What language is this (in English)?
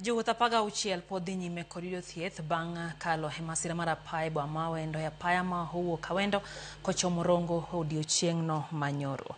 Luo (Kenya and Tanzania)